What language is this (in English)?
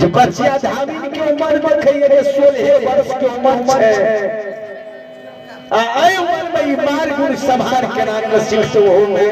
Maithili